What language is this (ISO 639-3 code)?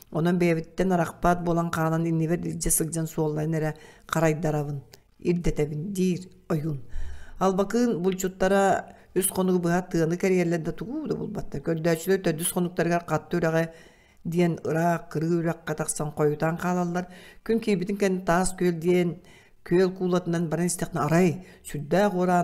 sah